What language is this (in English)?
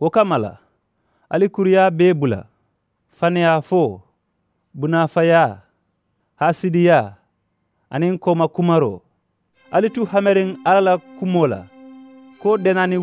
Mandingo